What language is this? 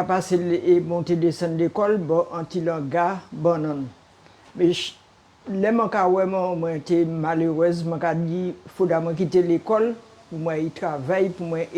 Guadeloupean Creole French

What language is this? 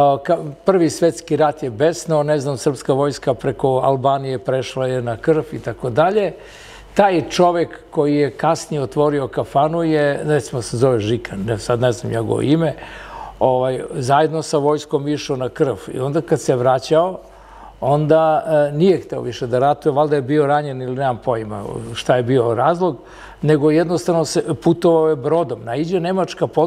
Serbian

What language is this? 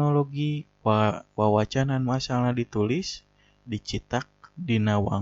Sundanese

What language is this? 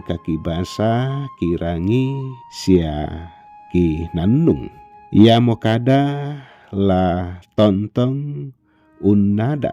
Toraja-Sa'dan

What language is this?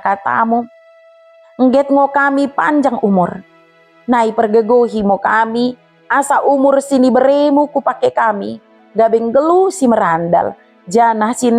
Batak Dairi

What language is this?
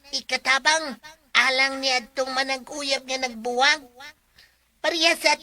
Cebuano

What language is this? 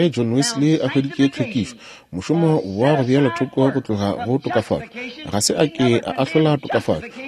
Northern Sotho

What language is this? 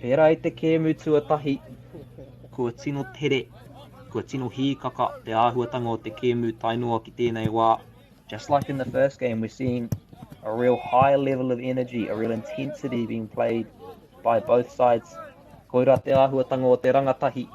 Māori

